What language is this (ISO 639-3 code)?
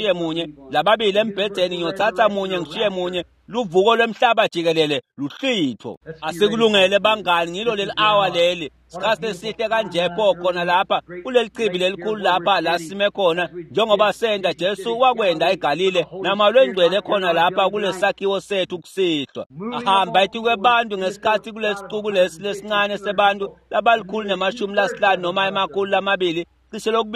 ssw